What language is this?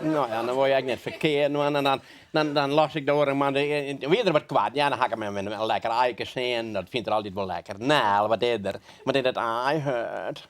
Western Frisian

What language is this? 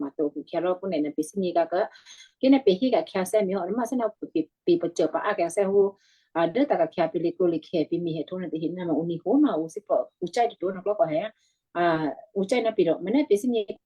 Western Kayah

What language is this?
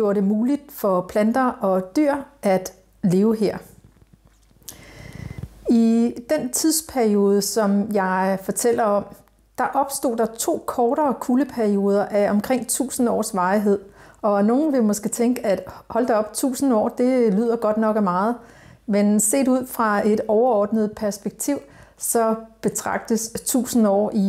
Danish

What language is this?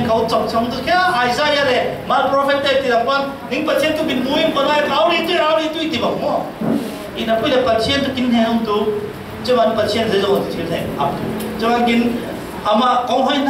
Falam Chin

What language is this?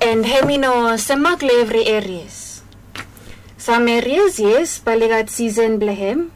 Bislama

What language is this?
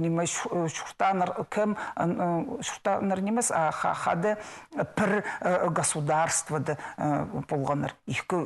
Khakas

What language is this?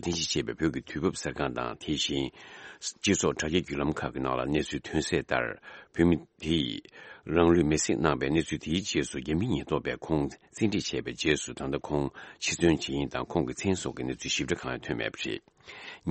Tibetan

